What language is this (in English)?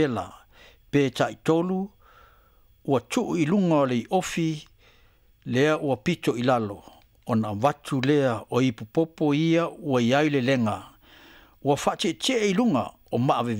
Samoan